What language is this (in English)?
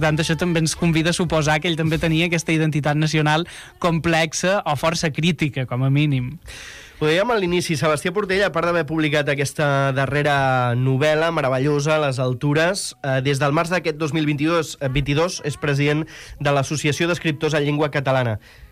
Catalan